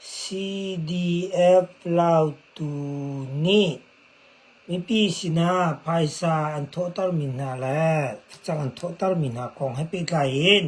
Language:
Hakha Chin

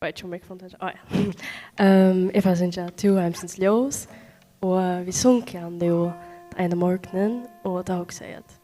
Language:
Faroese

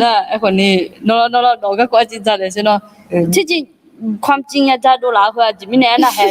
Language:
Akha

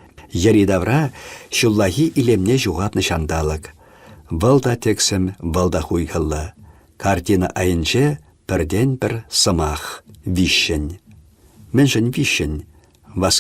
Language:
Chuvash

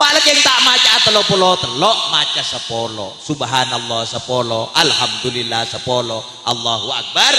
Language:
Madurese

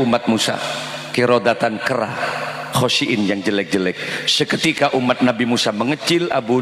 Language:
Madurese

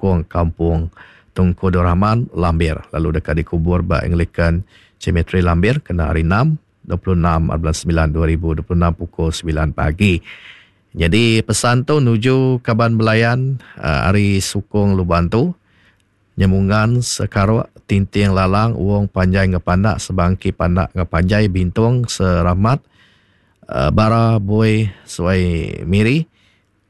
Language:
Iban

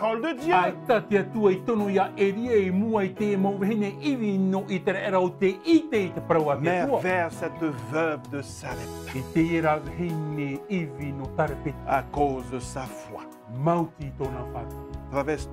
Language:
Tahitian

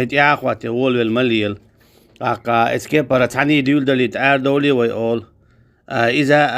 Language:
Chechen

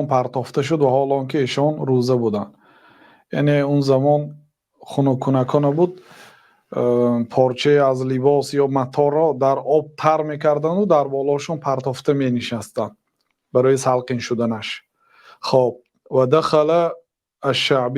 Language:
Tajik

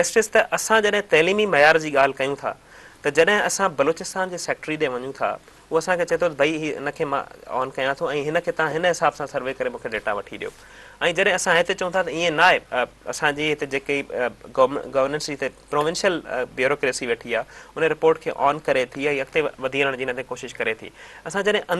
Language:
Sindhi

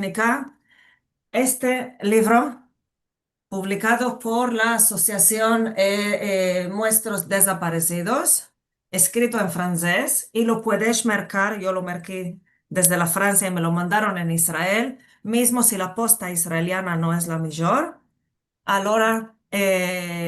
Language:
Ladino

